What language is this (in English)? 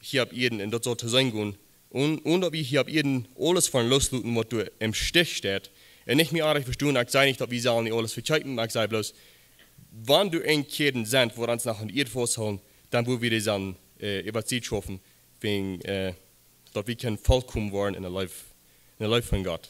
Plautdietsch